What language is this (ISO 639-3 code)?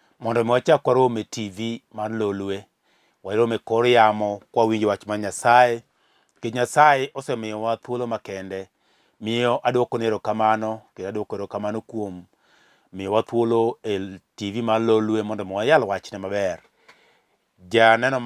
luo